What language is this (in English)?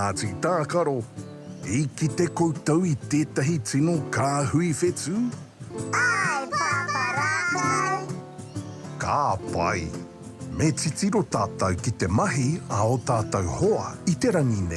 Māori